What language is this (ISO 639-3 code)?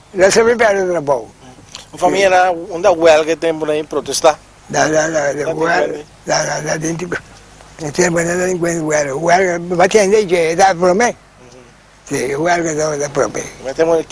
pap